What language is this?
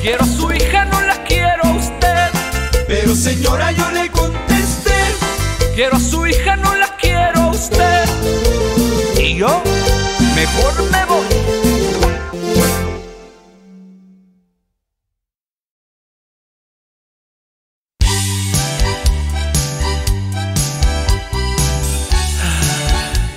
Spanish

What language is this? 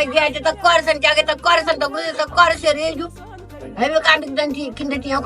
Kabuverdianu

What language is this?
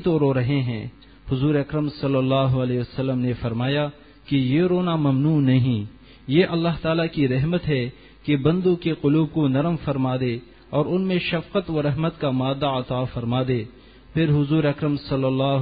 Urdu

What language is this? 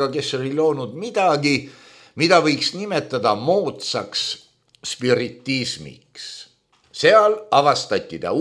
Estonian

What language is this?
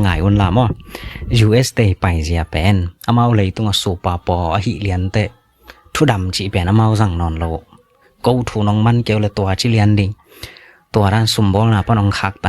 Tedim Chin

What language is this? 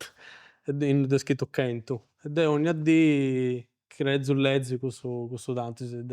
Sardinian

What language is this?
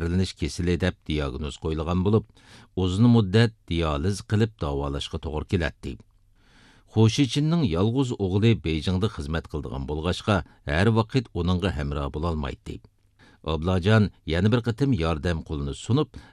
Uyghur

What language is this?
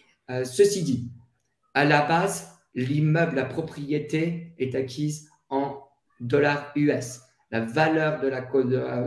French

